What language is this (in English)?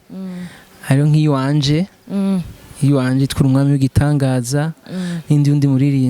Rundi